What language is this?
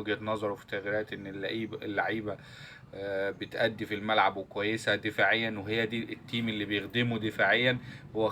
Egyptian Arabic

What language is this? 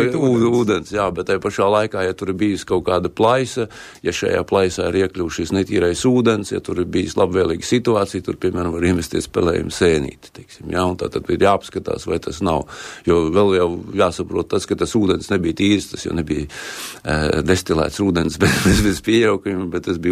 Latvian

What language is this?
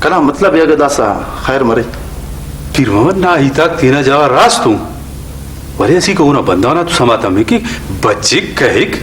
Brahui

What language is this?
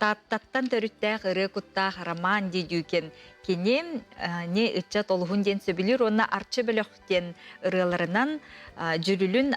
Yakut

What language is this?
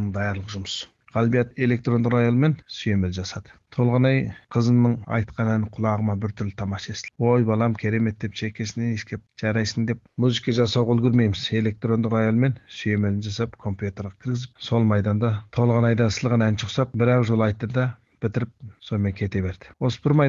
Kazakh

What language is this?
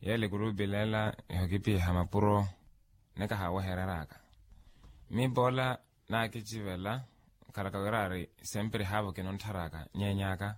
Makhuwa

